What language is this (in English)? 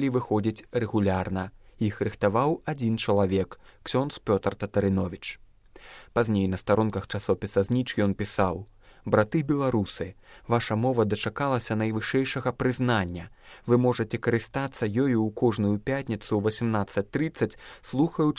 Belarusian